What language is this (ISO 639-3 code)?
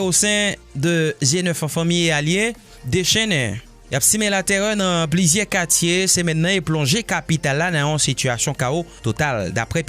hat